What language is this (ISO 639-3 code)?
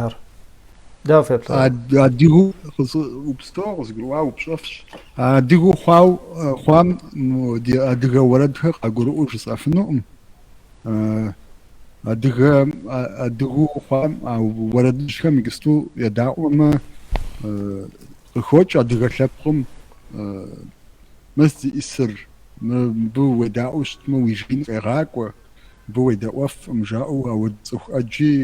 kbd